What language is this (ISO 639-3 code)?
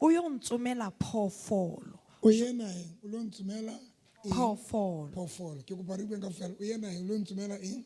sot